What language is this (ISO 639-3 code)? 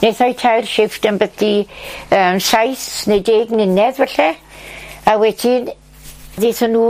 cym